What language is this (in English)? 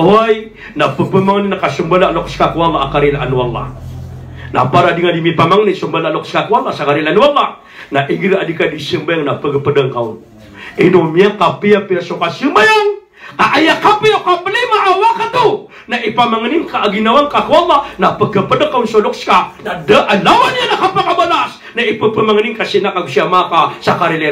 Maranao